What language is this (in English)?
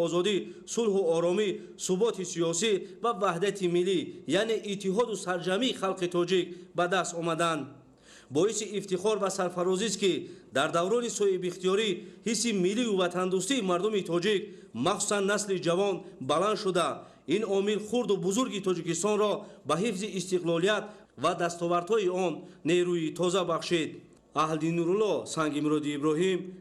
Tajik